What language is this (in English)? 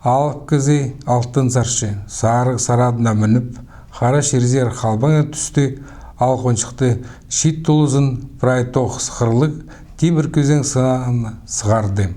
Khakas